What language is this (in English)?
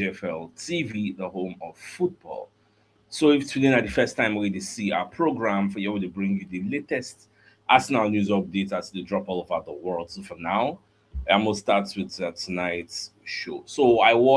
Nigerian Pidgin